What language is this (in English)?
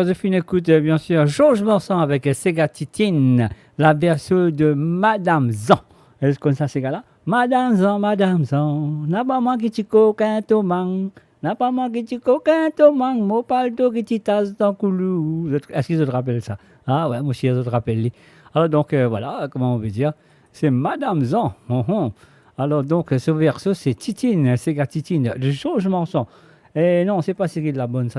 Morisyen